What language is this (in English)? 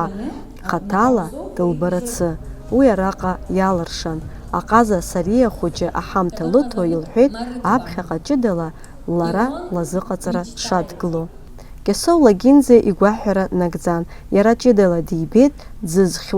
Abkhazian